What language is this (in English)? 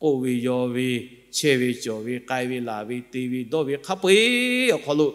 Lahu